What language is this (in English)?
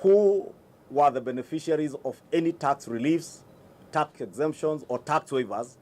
Kamba